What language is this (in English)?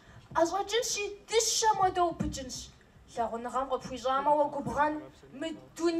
Kabardian